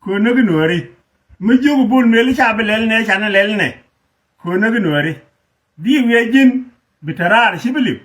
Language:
Nuer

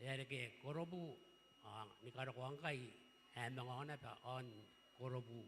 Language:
Gilbertese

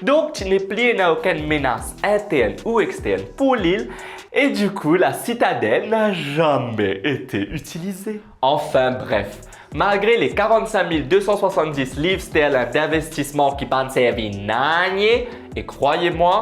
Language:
Morisyen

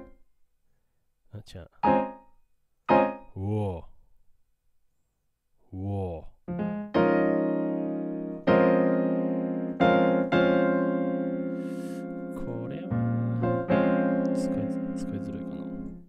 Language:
Japanese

